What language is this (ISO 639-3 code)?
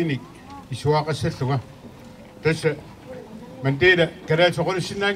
kal